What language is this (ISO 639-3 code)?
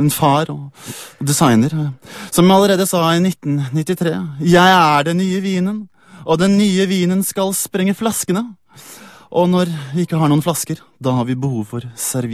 nor